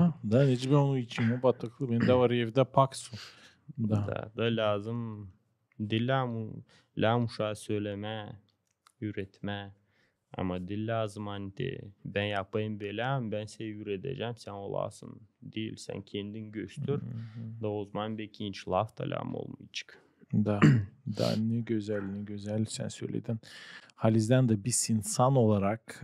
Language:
Gagauz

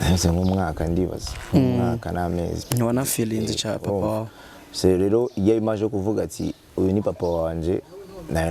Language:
Rundi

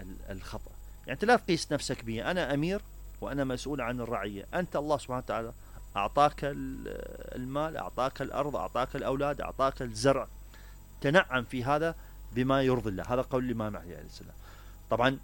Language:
Mesopotamian Arabic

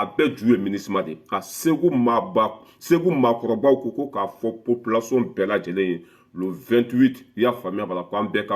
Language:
Bambara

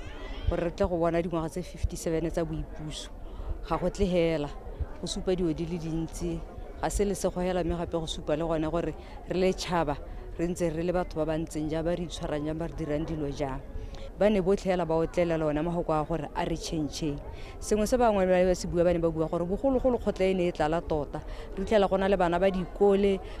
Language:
Tswana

